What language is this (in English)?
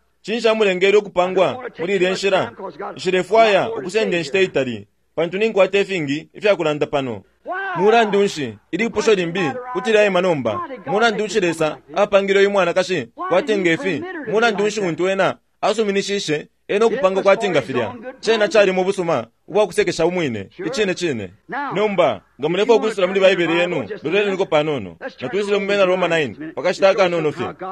Bemba